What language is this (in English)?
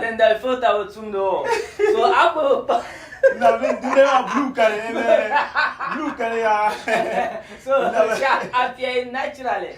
Dagbani